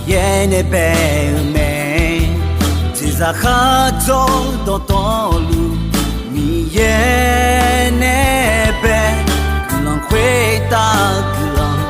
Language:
Akha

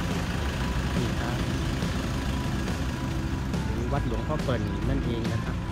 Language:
Thai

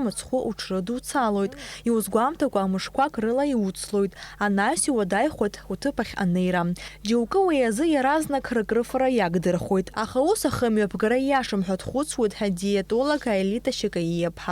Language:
Abkhazian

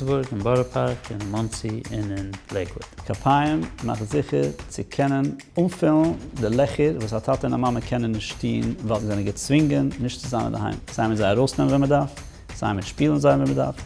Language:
Yiddish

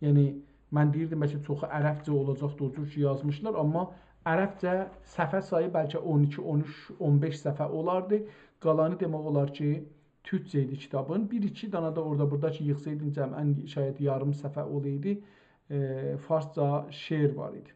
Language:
South Azerbaijani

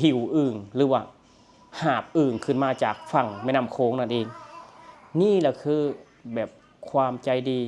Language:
Lao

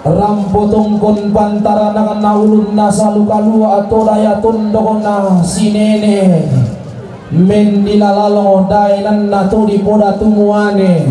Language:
Toraja-Sa'dan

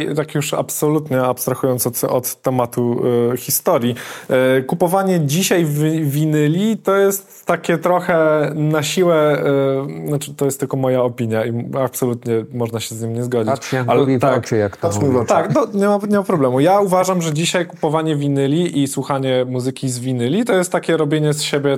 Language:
Polish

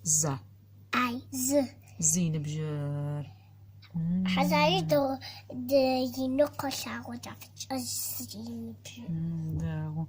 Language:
Adyghe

